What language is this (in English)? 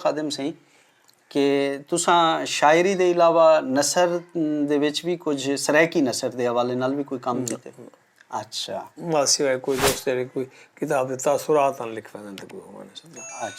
Saraiki